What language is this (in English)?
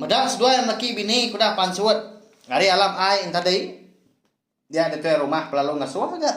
Iban